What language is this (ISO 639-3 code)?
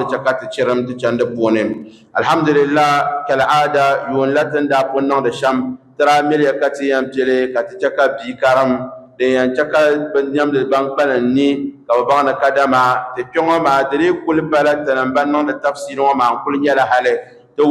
dag